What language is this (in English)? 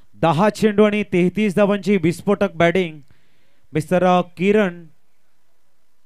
Marathi